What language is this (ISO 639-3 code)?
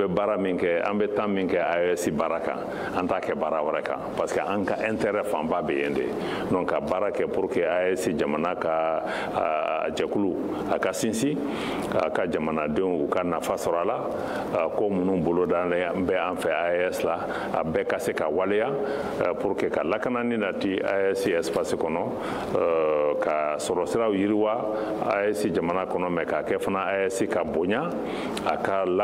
bam